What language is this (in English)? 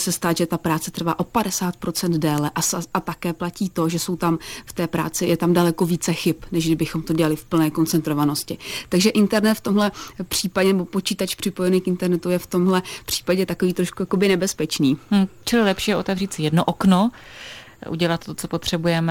Czech